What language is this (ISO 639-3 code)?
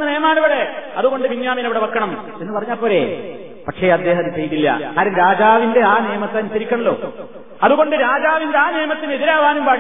mal